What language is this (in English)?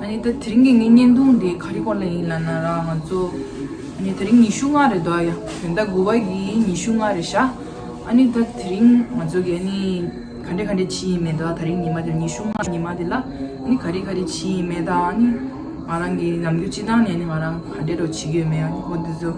Tibetan